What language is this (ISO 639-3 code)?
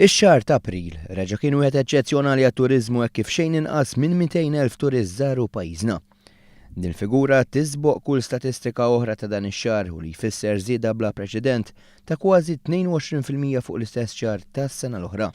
mlt